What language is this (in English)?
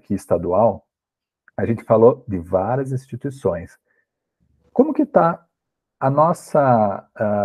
Portuguese